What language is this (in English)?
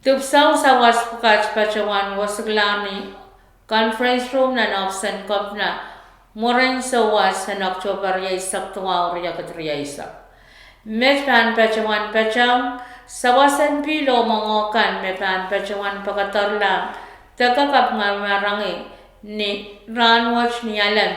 Pohnpeian